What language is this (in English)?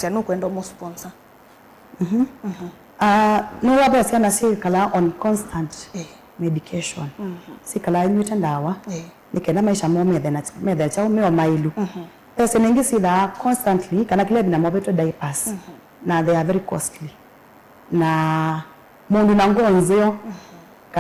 Kamba